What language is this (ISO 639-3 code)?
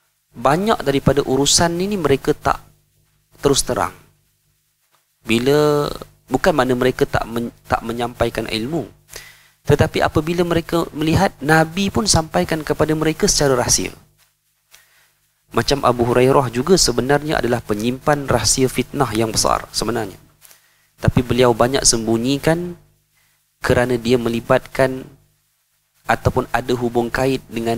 msa